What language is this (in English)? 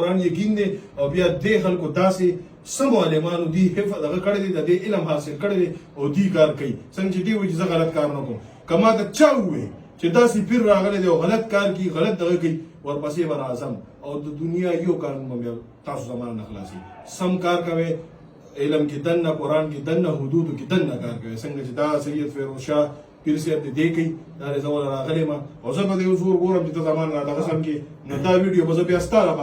Pashto